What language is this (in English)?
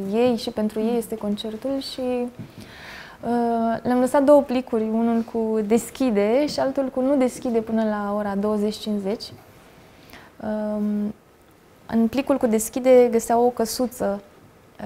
Romanian